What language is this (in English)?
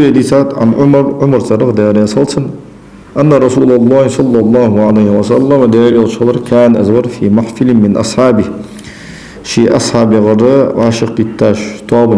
Ingush